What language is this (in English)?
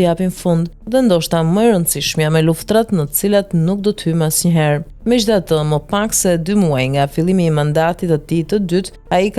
Albanian